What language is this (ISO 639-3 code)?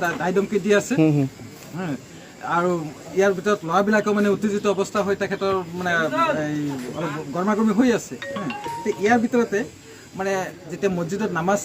asm